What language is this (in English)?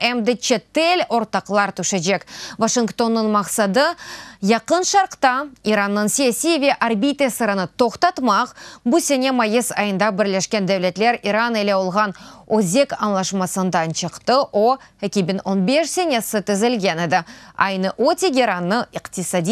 Crimean Tatar